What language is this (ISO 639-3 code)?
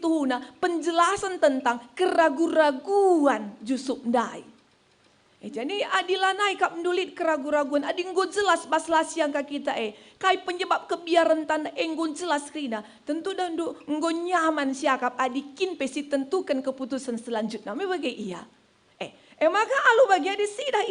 btx